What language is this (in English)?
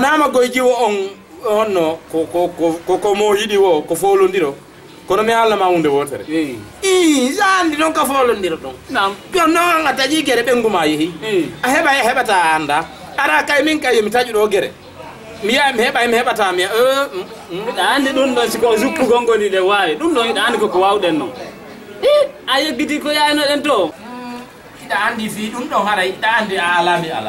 Fula